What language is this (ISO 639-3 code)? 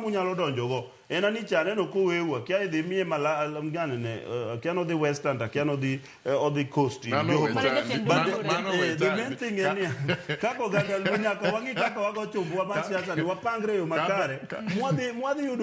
luo